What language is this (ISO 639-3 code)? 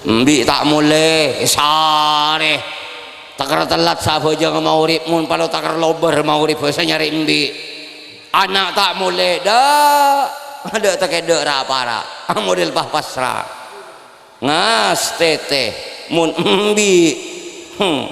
mad